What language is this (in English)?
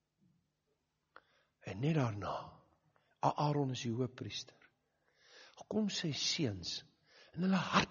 Afrikaans